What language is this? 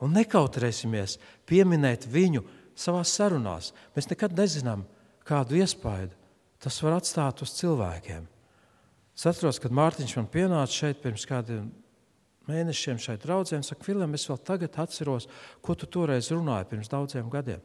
Latvian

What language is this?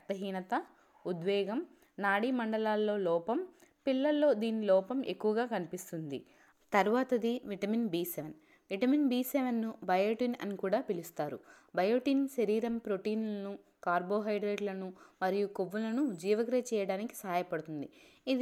Telugu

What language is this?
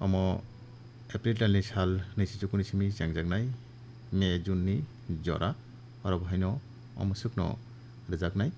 Kok Borok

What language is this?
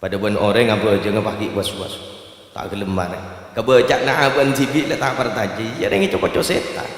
Madurese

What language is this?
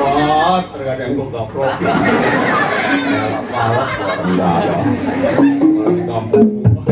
Betawi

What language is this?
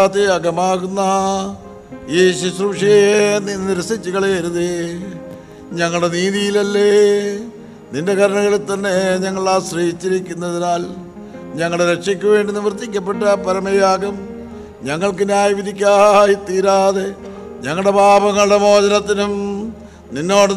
Malayalam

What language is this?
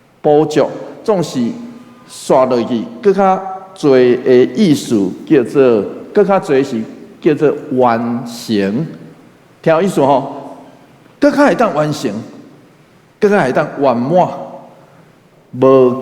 Min Nan Chinese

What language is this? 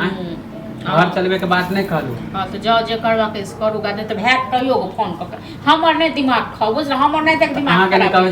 Maithili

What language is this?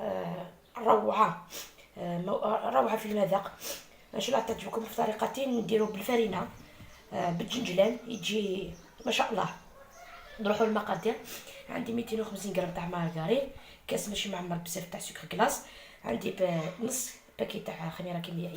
Algerian Arabic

